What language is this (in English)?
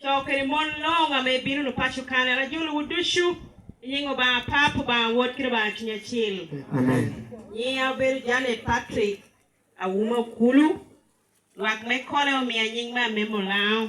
Lango (Uganda)